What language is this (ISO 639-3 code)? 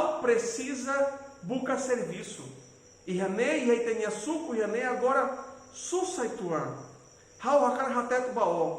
tet